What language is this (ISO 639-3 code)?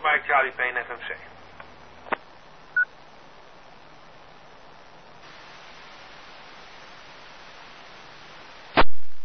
nld